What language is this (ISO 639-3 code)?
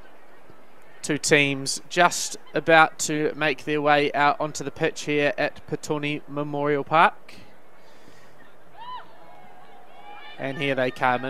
eng